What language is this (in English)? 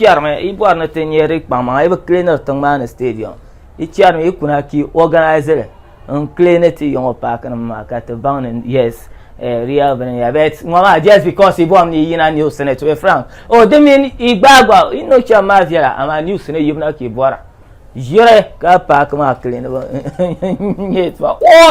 Dagbani